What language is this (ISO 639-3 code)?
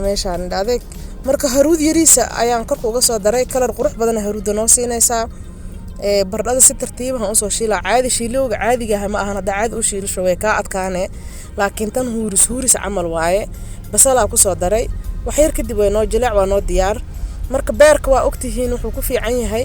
som